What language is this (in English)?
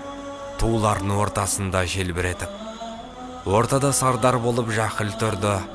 Kazakh